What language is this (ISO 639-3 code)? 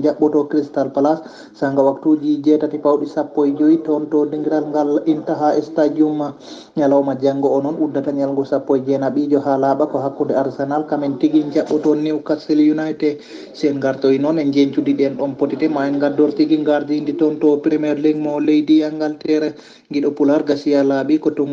ful